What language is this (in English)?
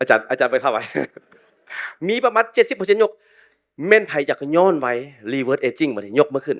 Lao